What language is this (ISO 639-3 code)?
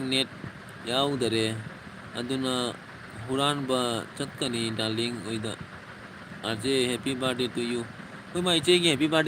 mni